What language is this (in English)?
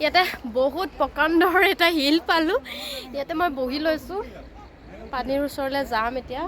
Assamese